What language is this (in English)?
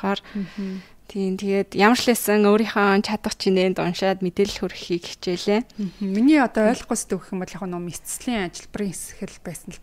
Mongolian